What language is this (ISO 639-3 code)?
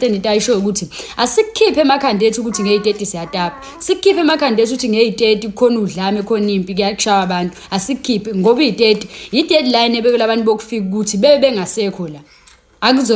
zul